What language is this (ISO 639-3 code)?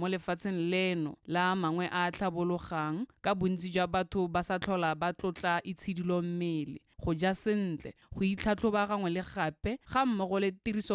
tsn